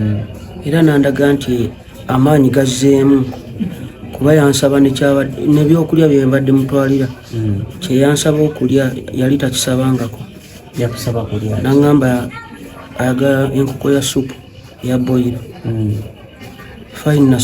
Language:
Ganda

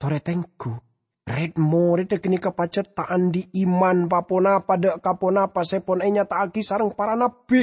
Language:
Madurese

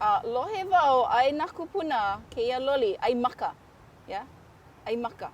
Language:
Hawaiian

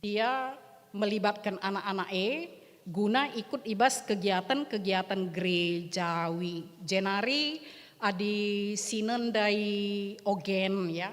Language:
Batak Karo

